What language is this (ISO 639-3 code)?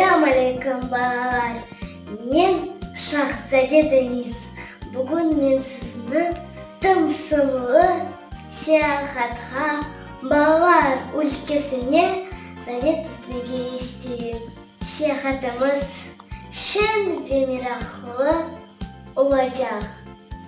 crh